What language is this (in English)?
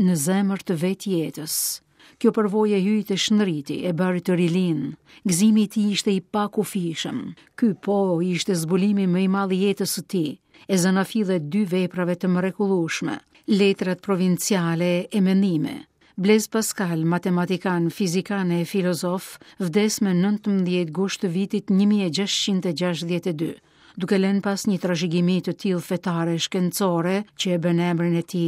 Albanian